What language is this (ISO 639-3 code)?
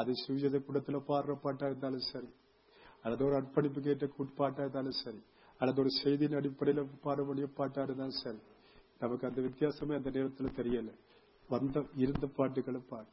tam